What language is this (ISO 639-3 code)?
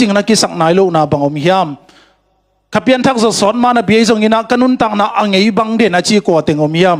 ctd